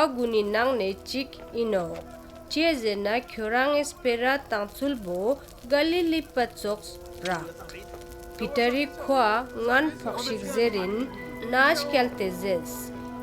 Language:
Ladakhi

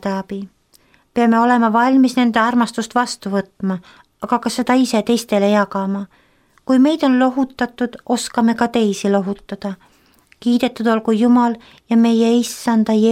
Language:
Estonian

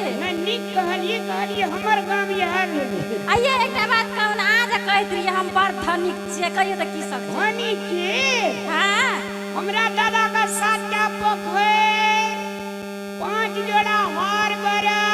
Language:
Maithili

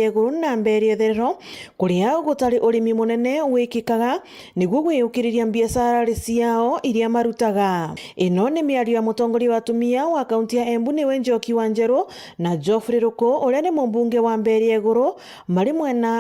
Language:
Meru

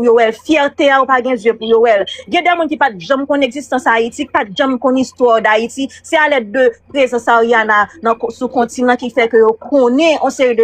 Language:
Haitian Creole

